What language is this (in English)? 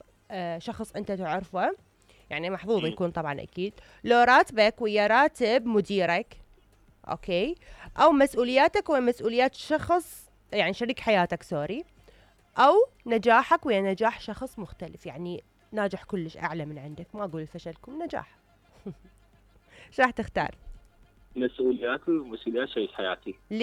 Mesopotamian Arabic